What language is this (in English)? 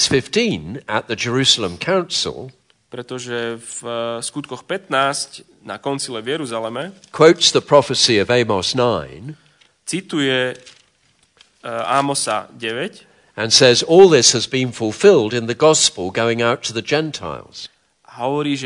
Slovak